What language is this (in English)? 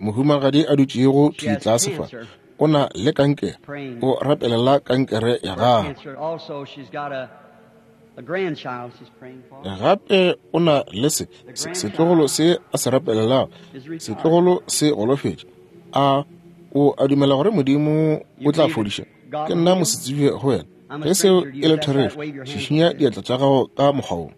Northern Sotho